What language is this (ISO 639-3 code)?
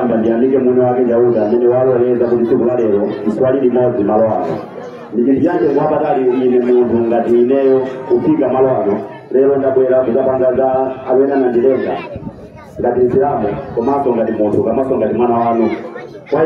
nya